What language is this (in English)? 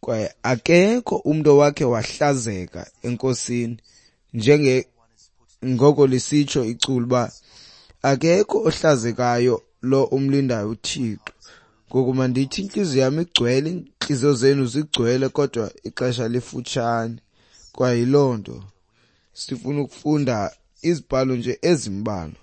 Xhosa